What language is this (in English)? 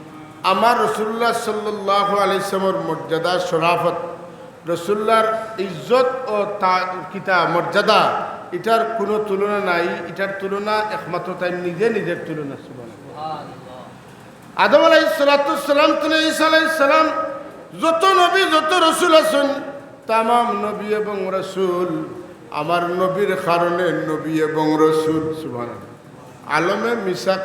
Sylheti